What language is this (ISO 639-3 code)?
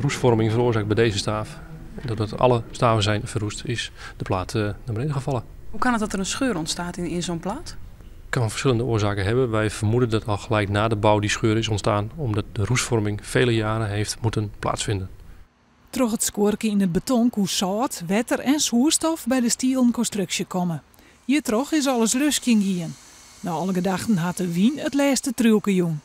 fry